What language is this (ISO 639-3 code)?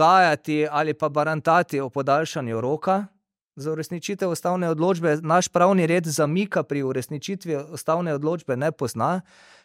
slv